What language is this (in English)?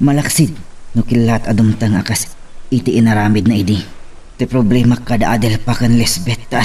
Iloko